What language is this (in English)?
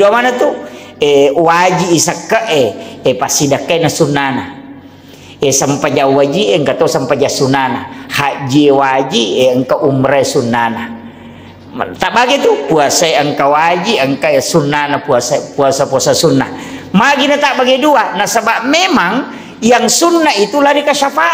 Buginese